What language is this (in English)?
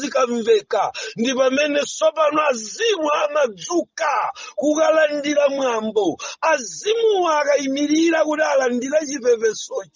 Nyanja